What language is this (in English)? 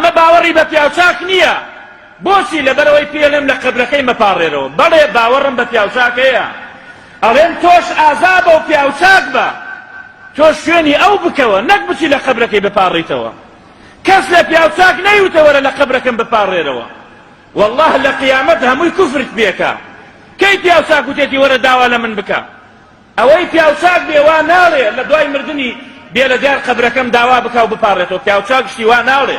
Central Kurdish